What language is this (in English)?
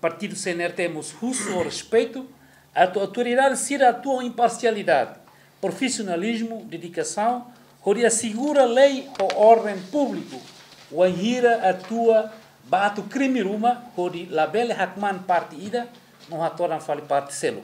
Tetum